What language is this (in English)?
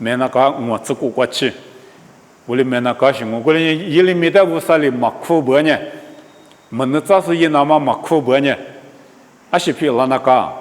Lisu